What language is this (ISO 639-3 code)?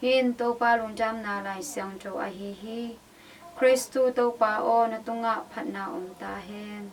ctd